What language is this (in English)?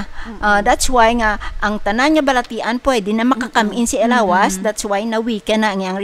Hiligaynon